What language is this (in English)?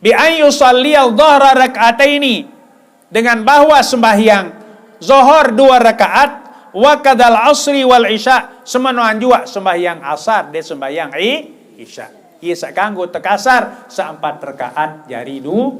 Sasak